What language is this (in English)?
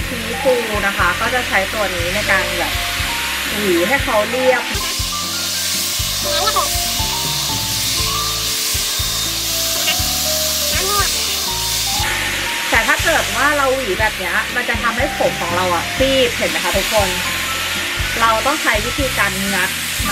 Thai